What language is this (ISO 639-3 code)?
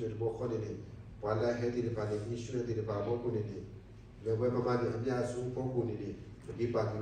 ksw